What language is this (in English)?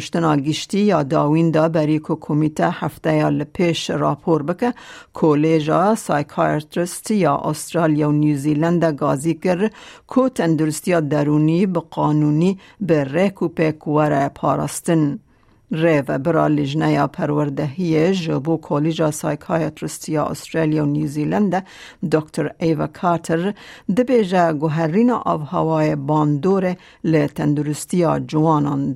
Kurdish